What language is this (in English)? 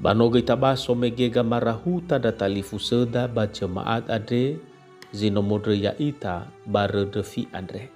Nias